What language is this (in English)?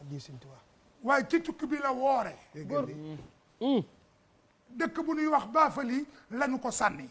Wolof